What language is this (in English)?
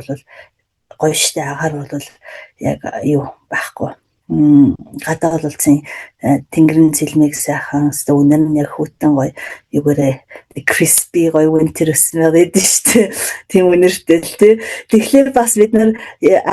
Mongolian